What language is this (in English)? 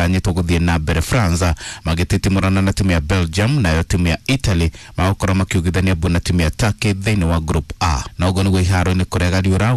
Kikuyu